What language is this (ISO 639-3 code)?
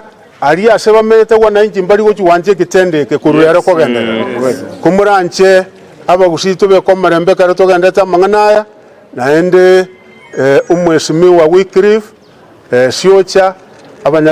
guz